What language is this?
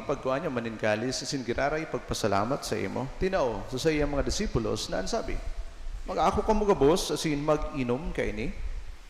Bikol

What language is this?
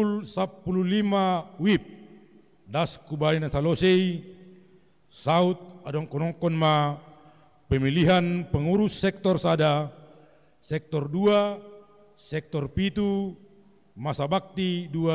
Batak Simalungun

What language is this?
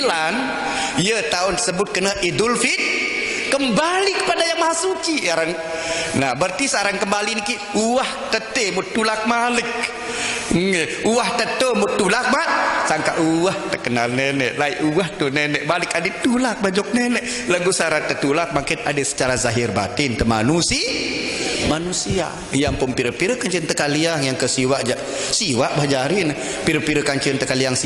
Sasak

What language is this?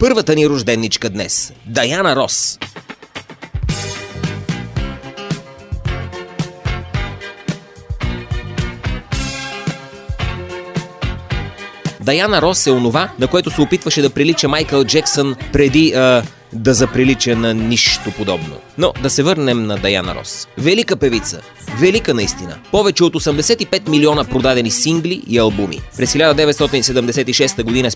Bulgarian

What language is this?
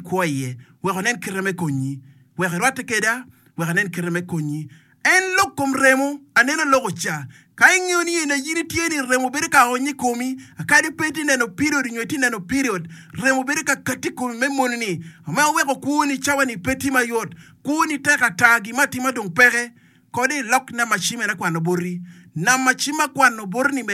Acoli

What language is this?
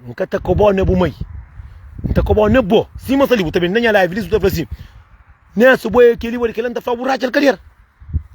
Kabuverdianu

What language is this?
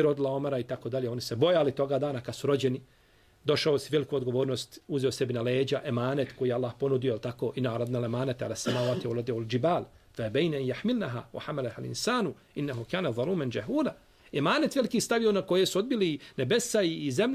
Bosnian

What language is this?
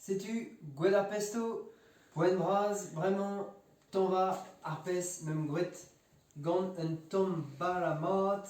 Breton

